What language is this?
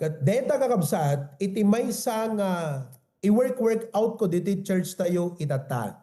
Iloko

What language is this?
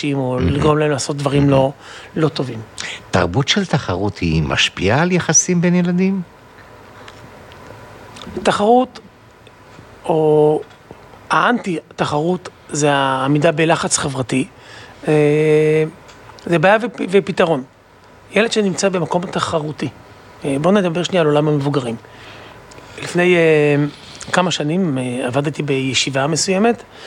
Hebrew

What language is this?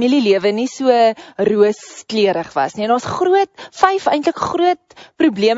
Afrikaans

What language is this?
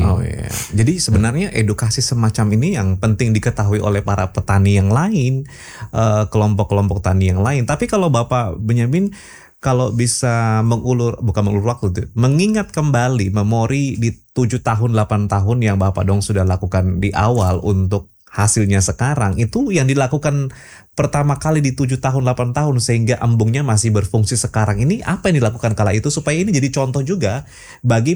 Indonesian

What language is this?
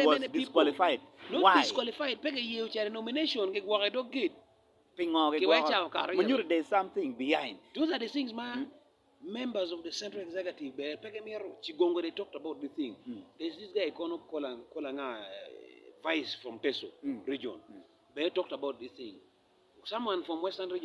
Acoli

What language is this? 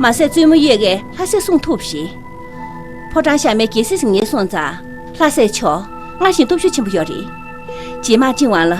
Tibetan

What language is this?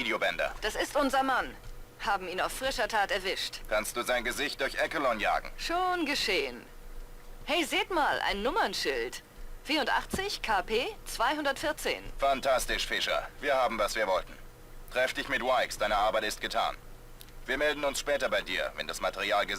Bavarian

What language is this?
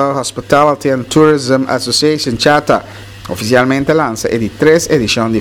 Papiamento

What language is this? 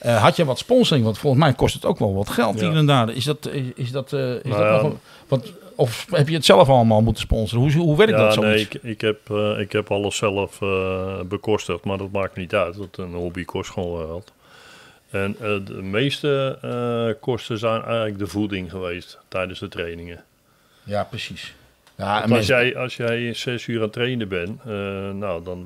Dutch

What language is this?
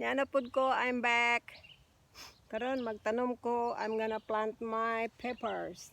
Cebuano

